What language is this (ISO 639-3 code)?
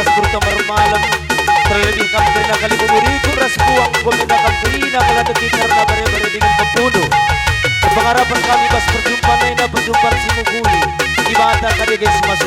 btx